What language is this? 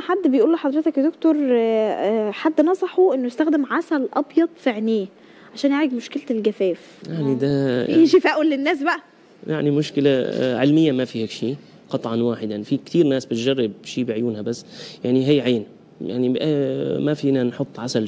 Egyptian Arabic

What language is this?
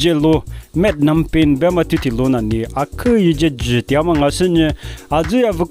Lisu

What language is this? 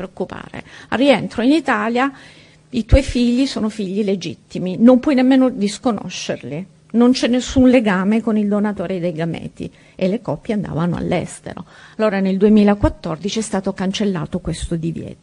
Italian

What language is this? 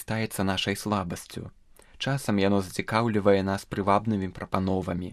Belarusian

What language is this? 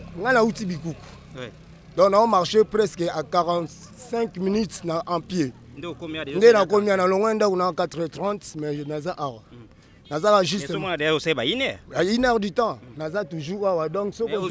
Lingala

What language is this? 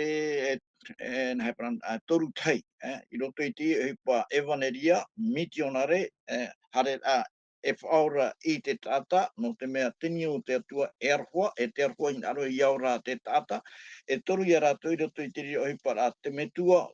Tahitian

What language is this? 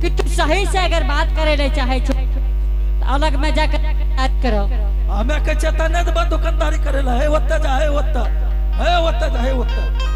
Angika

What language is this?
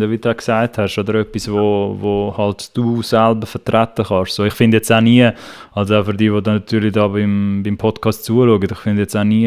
Swiss German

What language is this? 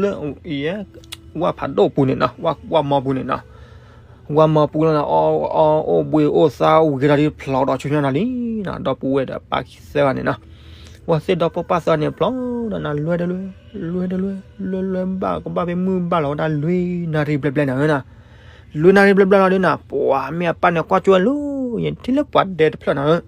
S'gaw Karen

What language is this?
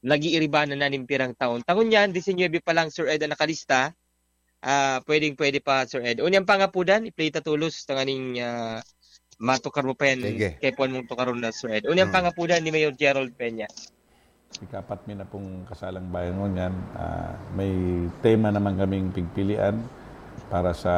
Bikol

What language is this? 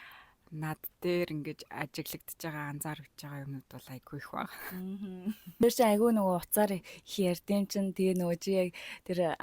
Mongolian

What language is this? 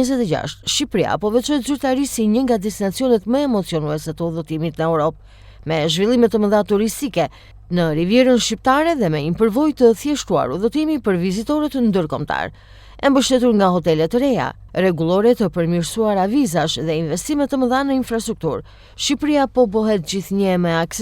Albanian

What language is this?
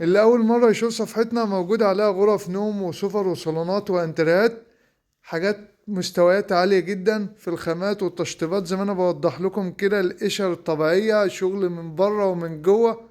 Egyptian Arabic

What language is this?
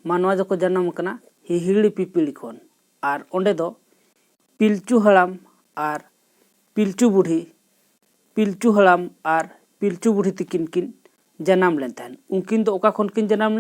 Santali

